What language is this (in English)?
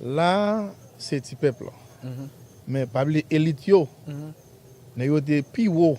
Haitian Creole